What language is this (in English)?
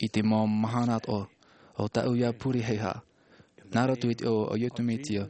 Tahitian